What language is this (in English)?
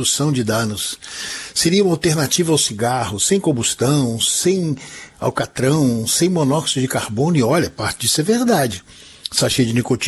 Portuguese